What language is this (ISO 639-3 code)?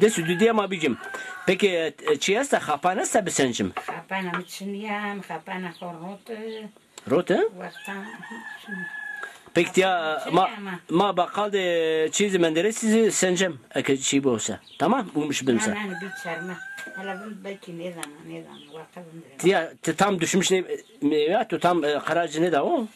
zza